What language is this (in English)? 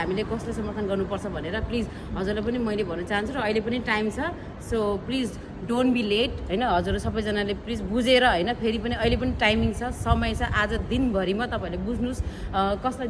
Nepali